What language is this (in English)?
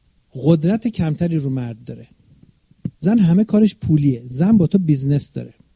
Persian